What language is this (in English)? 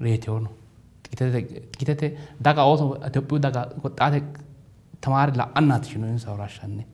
Sidamo